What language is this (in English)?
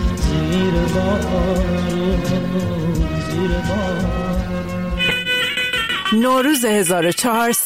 Persian